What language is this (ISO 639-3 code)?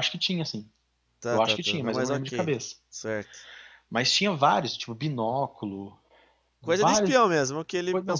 por